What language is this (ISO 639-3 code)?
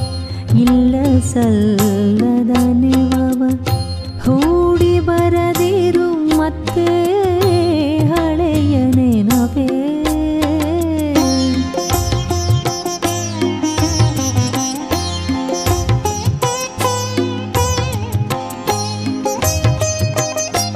kan